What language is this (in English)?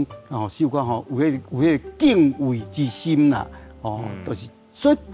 Min Nan Chinese